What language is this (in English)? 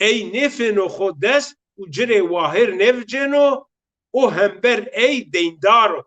Zaza